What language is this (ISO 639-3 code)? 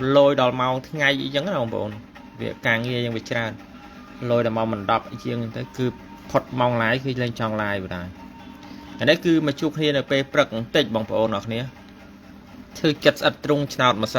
khm